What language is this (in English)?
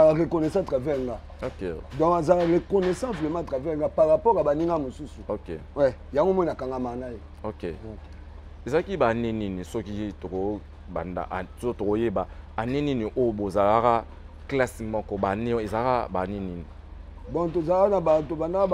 Lingala